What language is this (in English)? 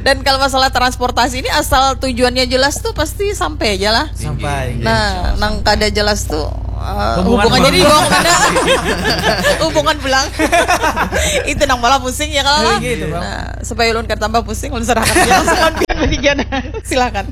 Banjar